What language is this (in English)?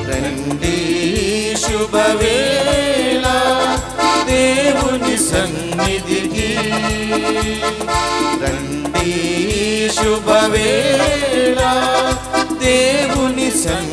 Telugu